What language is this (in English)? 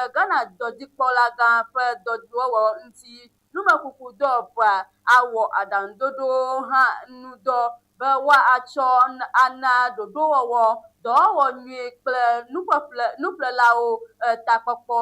Ewe